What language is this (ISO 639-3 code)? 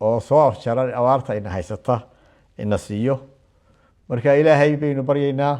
som